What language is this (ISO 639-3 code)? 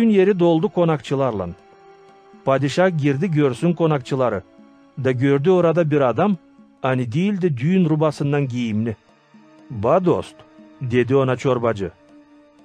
gag